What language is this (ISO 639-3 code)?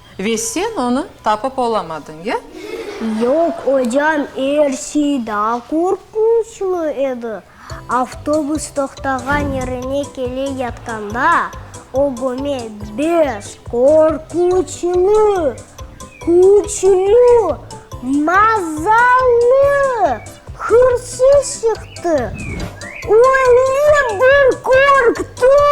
crh